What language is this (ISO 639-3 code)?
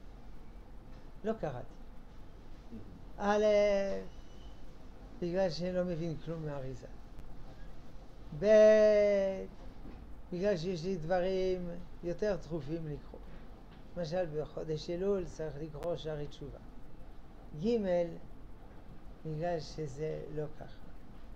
heb